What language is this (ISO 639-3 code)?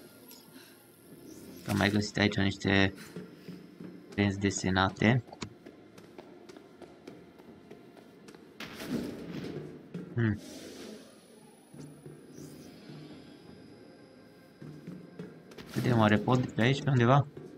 ron